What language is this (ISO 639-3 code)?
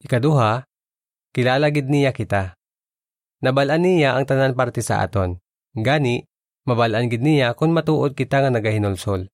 hil